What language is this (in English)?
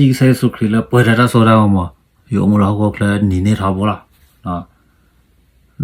S'gaw Karen